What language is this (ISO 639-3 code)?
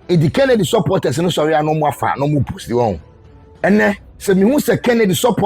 aka